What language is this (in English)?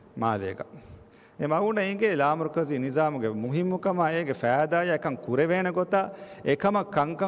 Divehi